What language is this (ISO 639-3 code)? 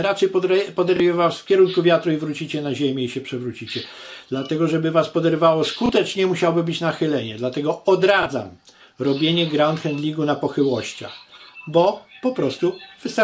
pol